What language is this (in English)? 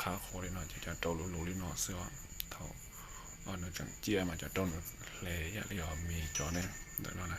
Hmong